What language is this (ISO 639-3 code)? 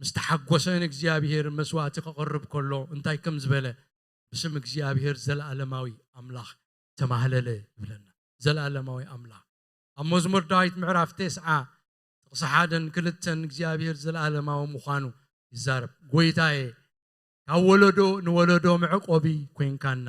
tir